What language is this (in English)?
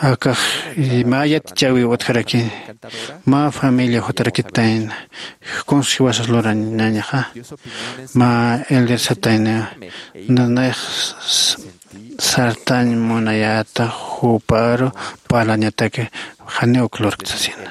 Aymara